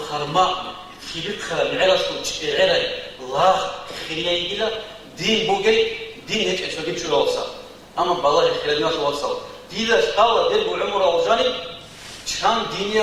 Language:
Avaric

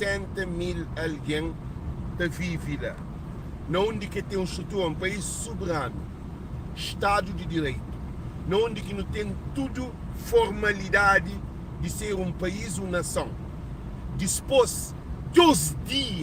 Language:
Kabuverdianu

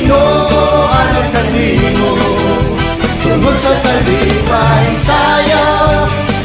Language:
Cebuano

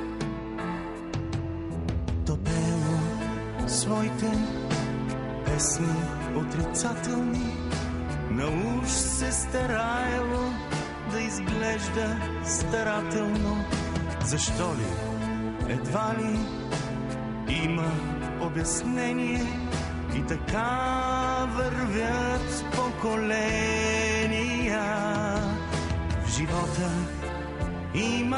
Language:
Bulgarian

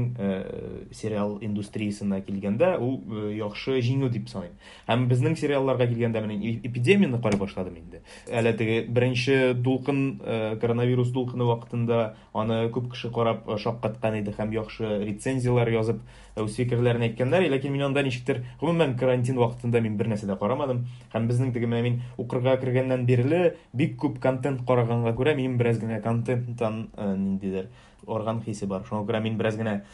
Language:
Tatar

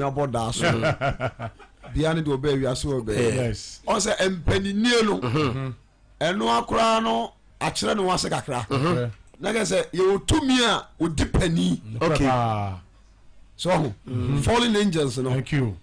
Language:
Akan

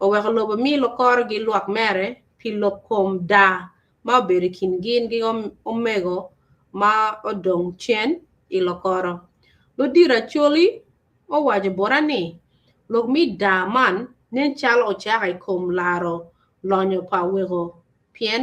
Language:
Acoli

